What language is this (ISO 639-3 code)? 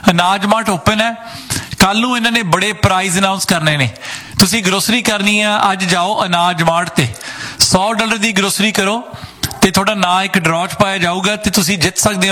pan